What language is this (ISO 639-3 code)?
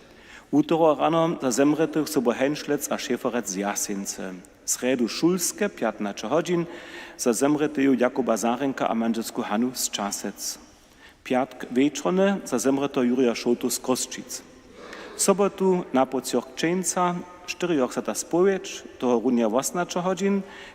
hsb